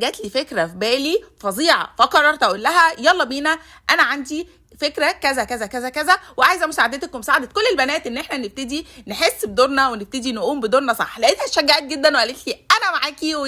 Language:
Egyptian Arabic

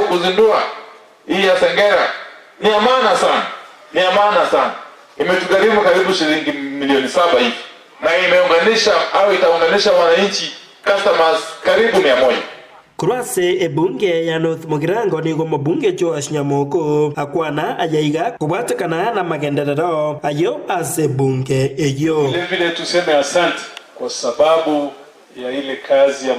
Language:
Gusii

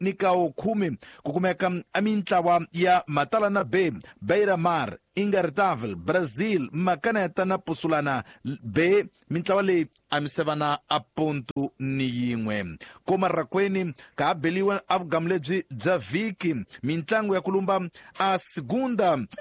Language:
Tsonga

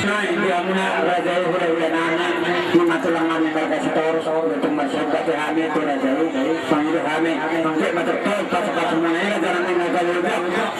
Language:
Batak Toba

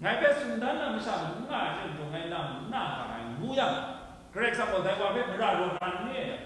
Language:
Kachin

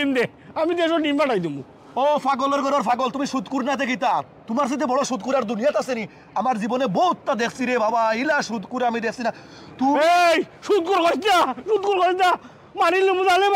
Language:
Sylheti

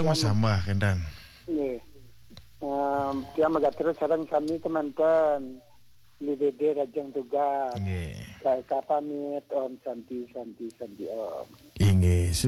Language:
Balinese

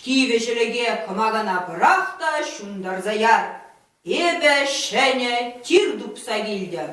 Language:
Chuvash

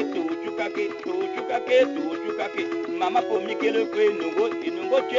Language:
Tetela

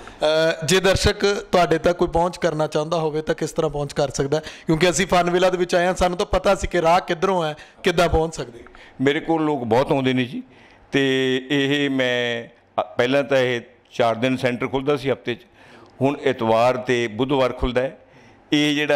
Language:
Punjabi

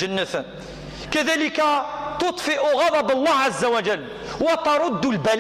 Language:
Kabyle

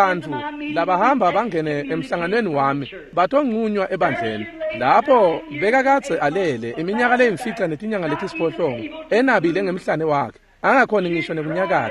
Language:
Swati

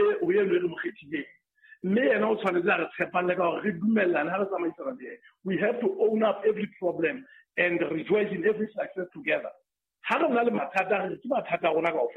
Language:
Southern Sotho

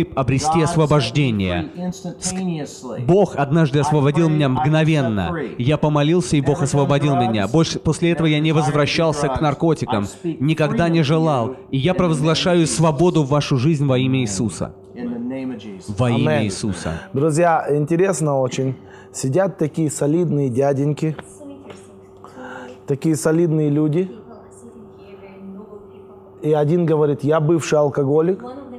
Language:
Russian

